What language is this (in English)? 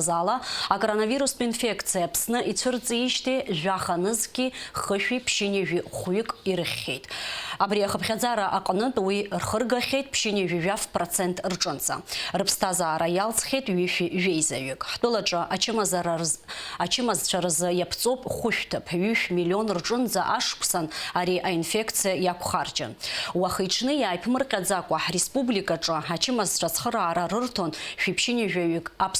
Abkhazian